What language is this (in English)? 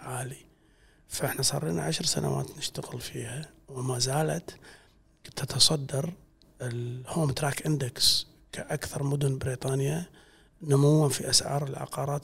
Gulf Arabic